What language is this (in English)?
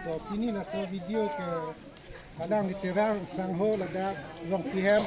Karbi